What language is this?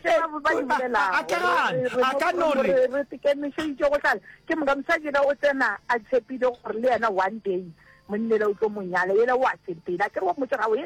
Northern Sotho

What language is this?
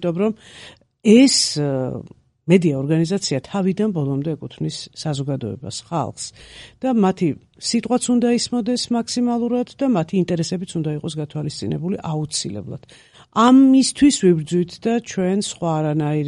Georgian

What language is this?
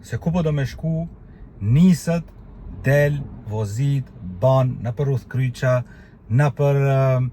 Albanian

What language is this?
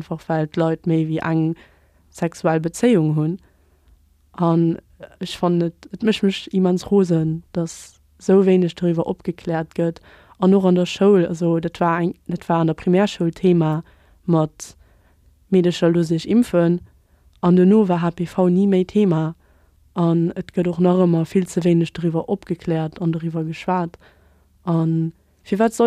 Luxembourgish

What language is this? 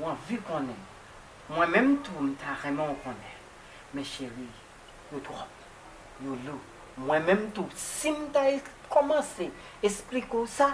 Haitian Creole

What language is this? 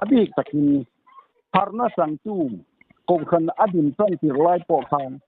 Mizo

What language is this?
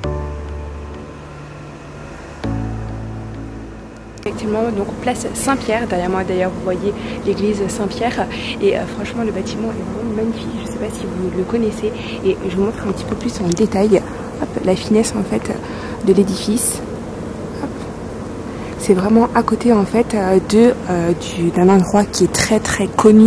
French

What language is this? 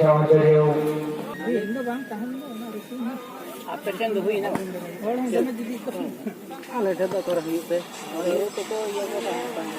Santali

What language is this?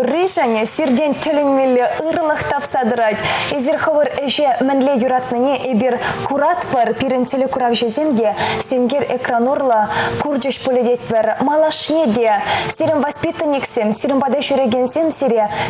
Chuvash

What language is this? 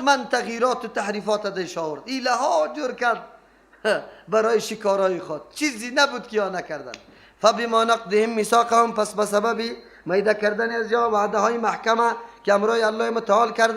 Persian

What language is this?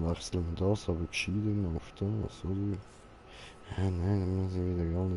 Swiss German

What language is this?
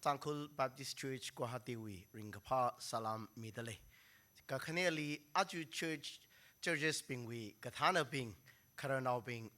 Tangkhul Naga (India)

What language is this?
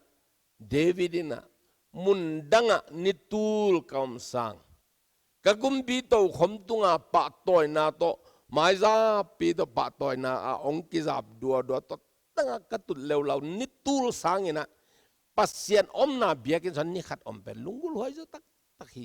Tedim Chin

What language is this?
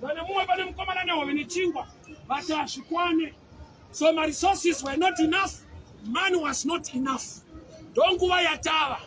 Shona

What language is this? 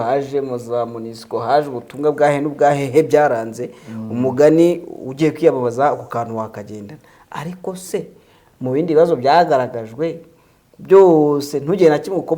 Kinyarwanda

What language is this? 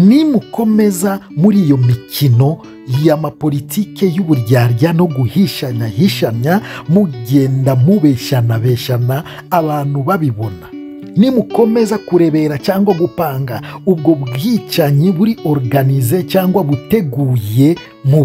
Kinyarwanda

